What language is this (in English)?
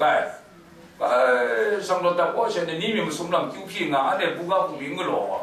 Kachin